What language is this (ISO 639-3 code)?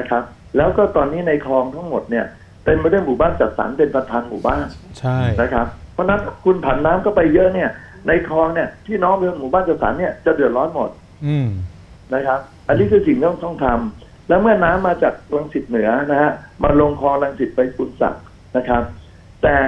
tha